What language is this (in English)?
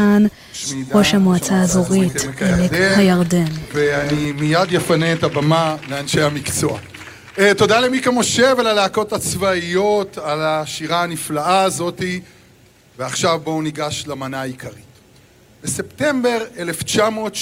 Hebrew